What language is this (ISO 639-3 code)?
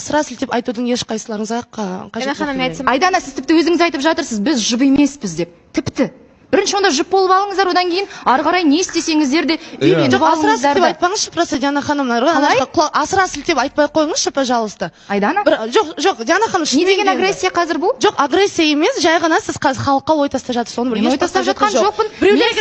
kaz